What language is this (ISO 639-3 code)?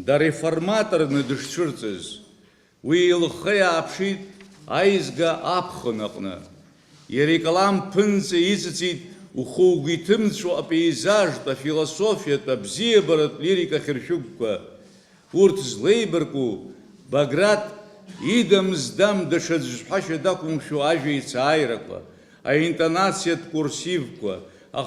abk